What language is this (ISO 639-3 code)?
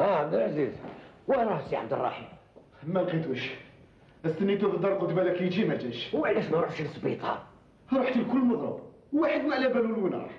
arq